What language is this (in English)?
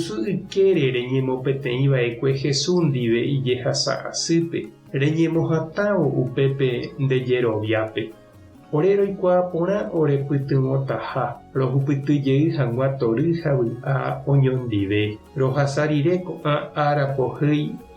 Guarani